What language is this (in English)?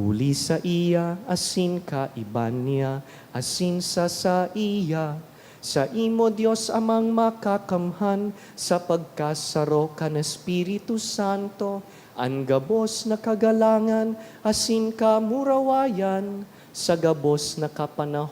Bikol